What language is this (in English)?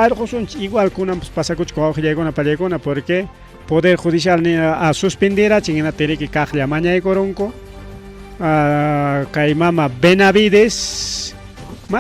Ayacucho Quechua